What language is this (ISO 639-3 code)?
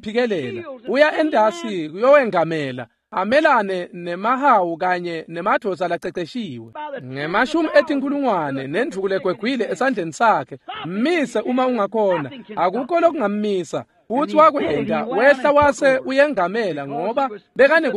ssw